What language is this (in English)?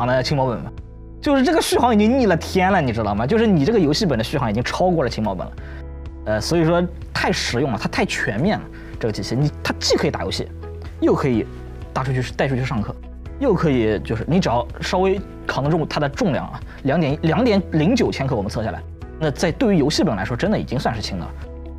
Chinese